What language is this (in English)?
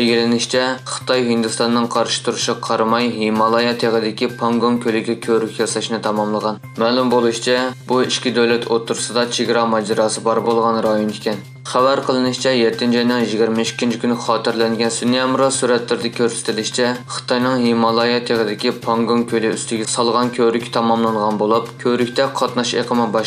Uyghur